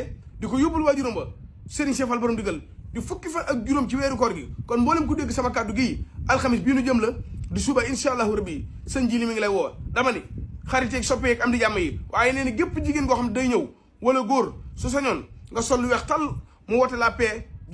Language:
Wolof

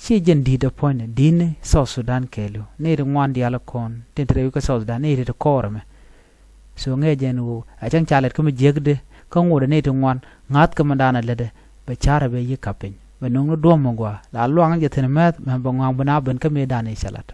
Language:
Nuer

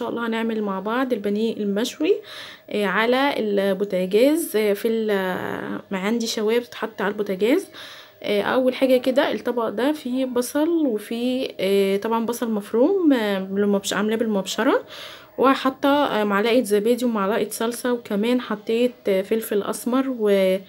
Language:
Egyptian Arabic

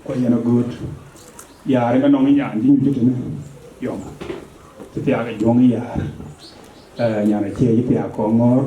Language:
Dinka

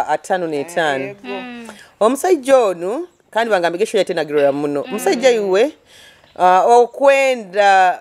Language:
Nyoro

